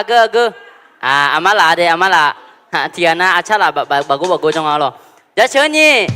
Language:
Akha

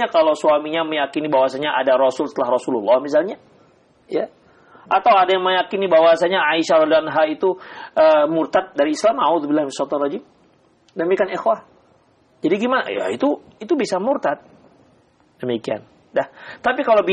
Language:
Indonesian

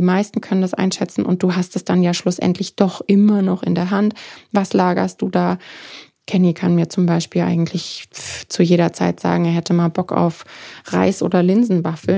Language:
German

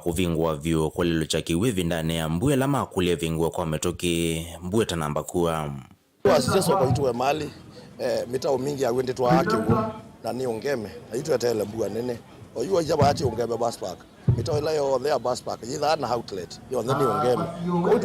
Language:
Kamba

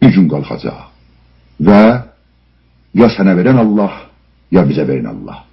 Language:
South Azerbaijani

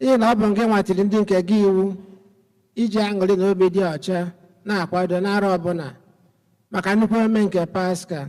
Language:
Igbo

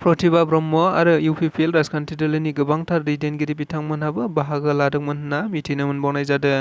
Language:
Bodo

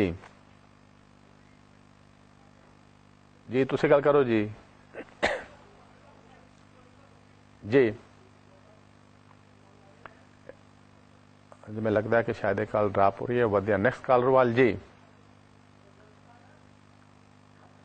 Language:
Punjabi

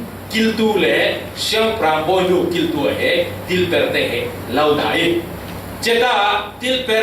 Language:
Falam Chin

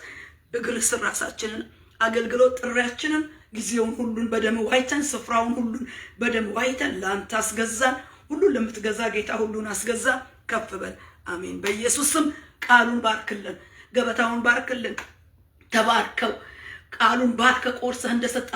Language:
Amharic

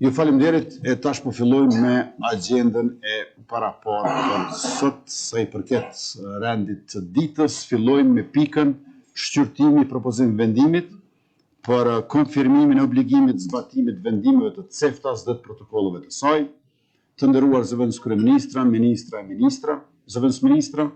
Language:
Albanian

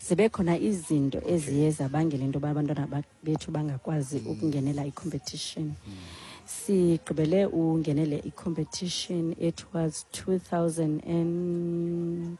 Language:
Xhosa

